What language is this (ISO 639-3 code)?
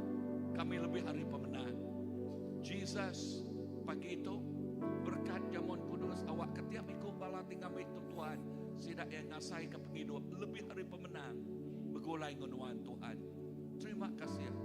iba